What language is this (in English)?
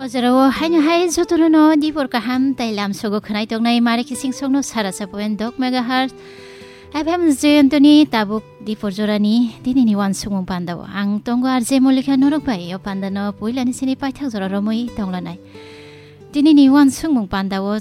Kok Borok